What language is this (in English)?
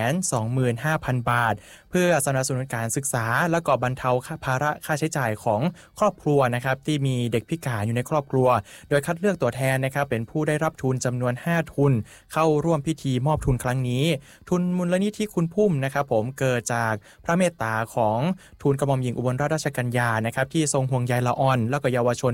Thai